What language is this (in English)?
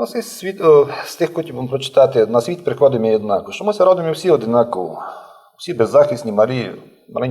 Rusyn